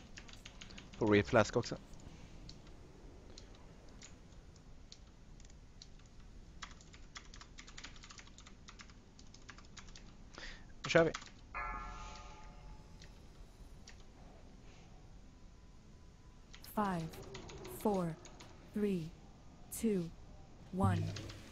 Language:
Swedish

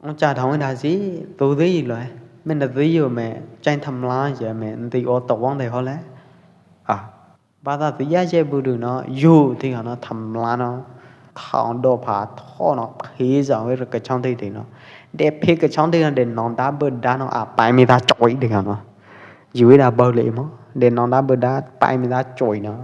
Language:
Pwo Eastern Karen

